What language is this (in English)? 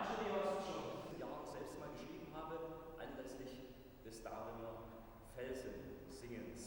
Upper Sorbian